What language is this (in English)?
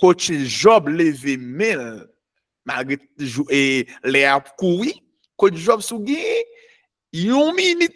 Haitian Creole